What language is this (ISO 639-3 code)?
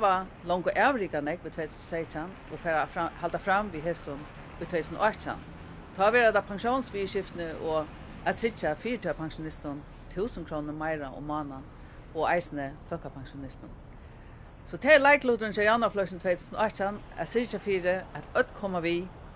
fao